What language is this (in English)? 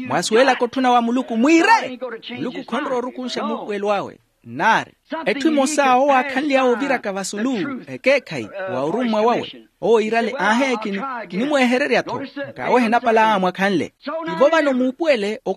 Makhuwa